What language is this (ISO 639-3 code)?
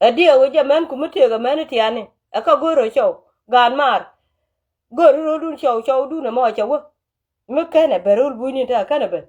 nus